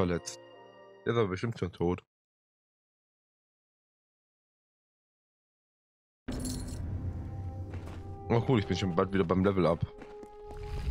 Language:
German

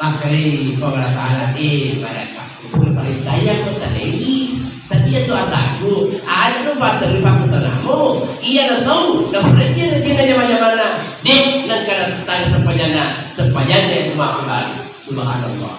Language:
Buginese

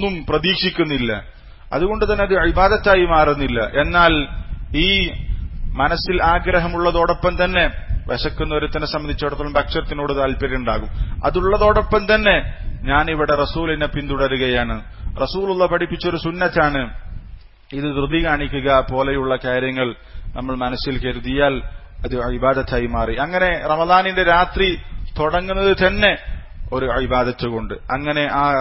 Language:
Malayalam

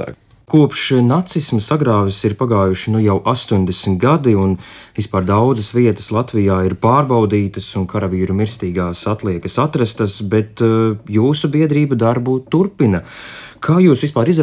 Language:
Latvian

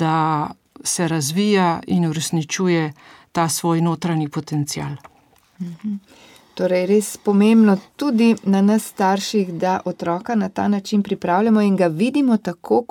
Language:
Slovenian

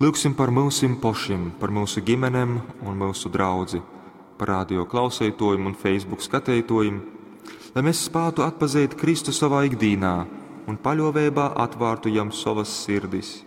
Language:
Latgalian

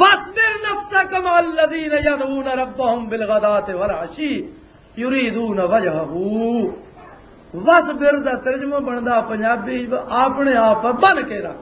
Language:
Western Panjabi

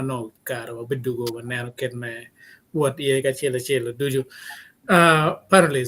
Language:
Acoli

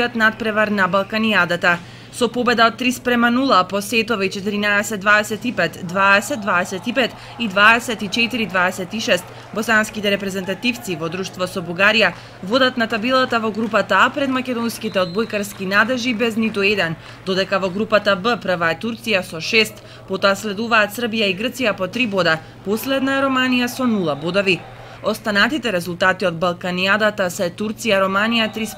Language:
Macedonian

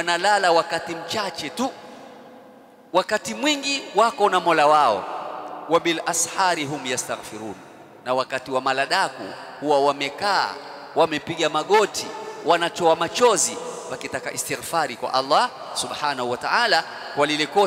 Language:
Swahili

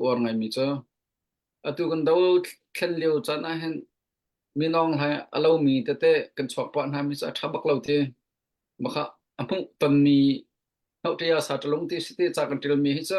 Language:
Hakha Chin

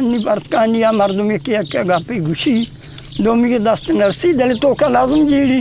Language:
Eastern Balochi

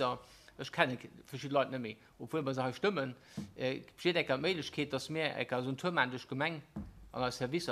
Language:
Luxembourgish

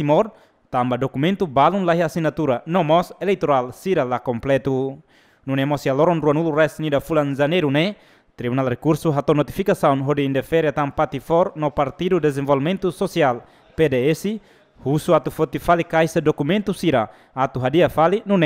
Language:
Tetum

